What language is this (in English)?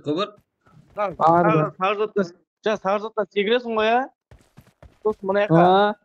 Kara-Kalpak